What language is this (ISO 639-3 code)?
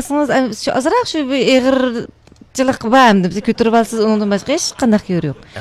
uig